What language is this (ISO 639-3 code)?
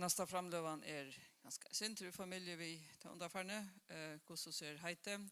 fao